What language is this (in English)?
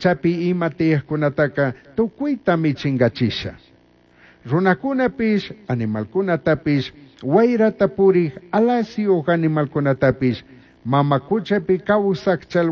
Chimborazo Highland Quichua